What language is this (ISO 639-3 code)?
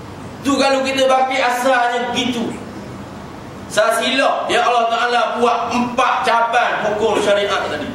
msa